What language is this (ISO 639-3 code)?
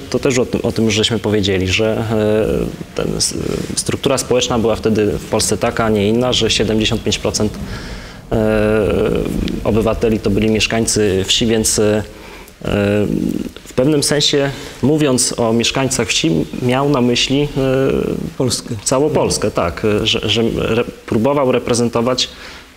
pol